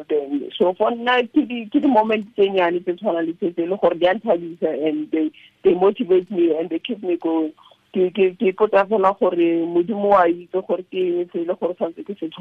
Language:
Tswana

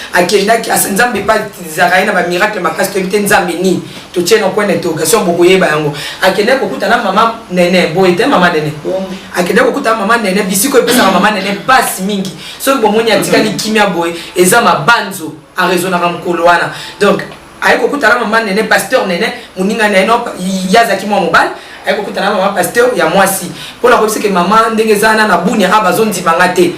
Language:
Lingala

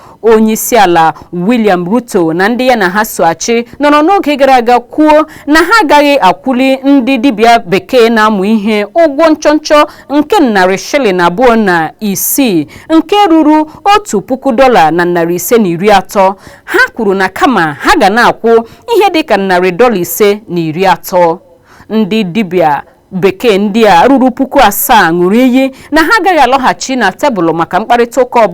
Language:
Igbo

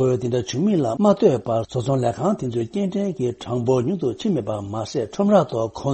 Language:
Tibetan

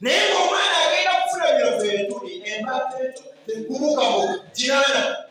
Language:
Ganda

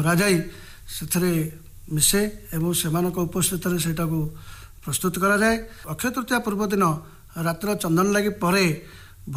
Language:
Odia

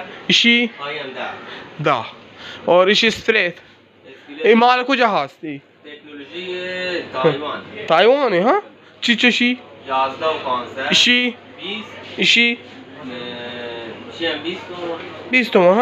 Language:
Baluchi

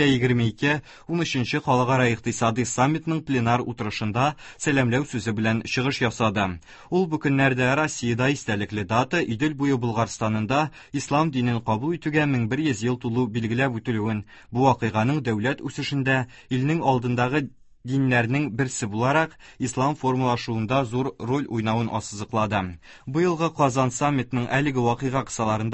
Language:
Tatar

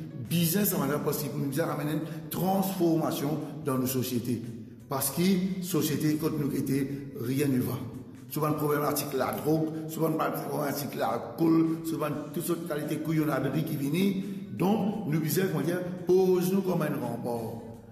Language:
Morisyen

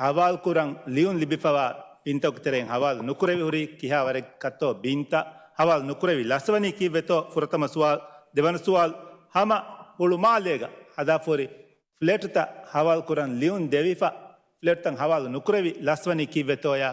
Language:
Divehi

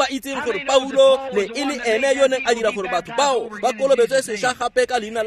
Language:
Tswana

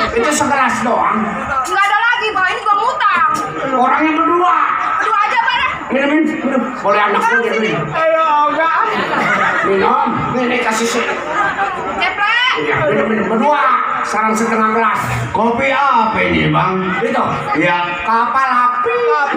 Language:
Betawi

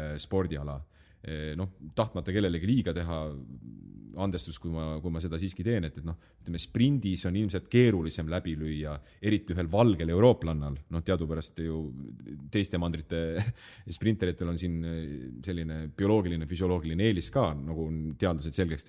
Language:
Estonian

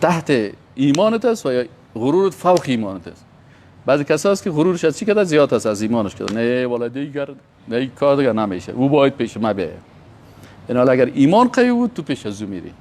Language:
Persian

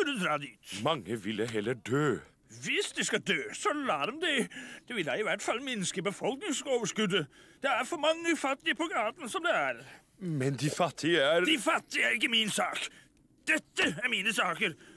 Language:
Norwegian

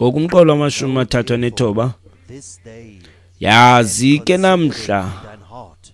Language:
Xhosa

